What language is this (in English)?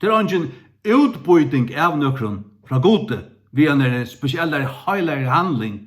Faroese